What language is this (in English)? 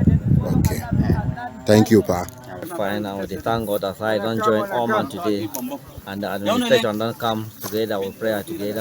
Cameroon Pidgin